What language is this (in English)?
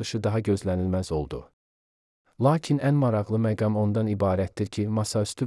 Azerbaijani